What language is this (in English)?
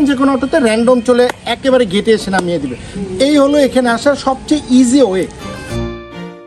Bangla